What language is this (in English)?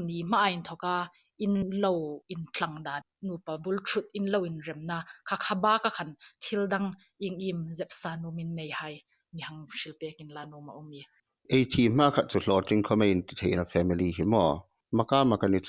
Hmar